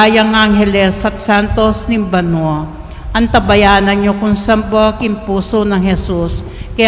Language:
Pampanga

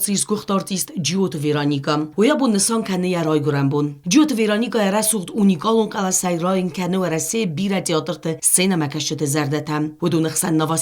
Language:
Ossetic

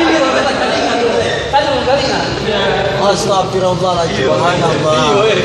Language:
Ambonese Malay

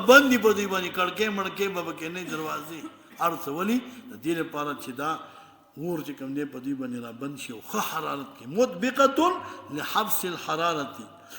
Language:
Pashto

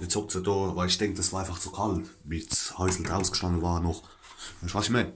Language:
Palatine German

